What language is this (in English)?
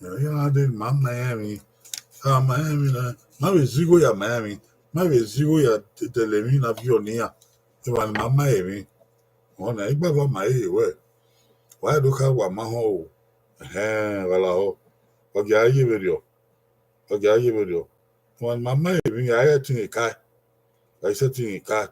Bini